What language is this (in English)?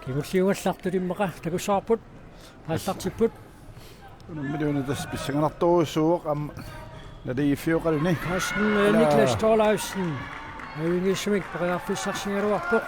Kalaallisut